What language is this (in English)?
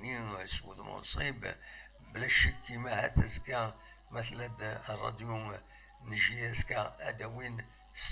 Kabyle